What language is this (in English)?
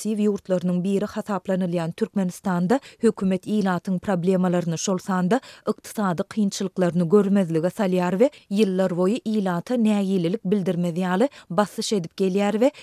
Turkmen